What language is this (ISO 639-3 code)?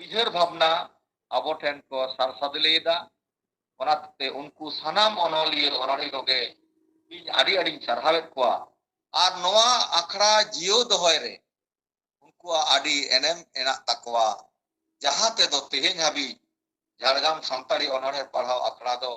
sat